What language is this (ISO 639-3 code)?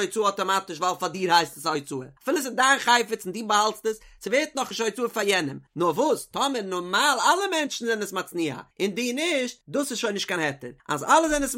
yid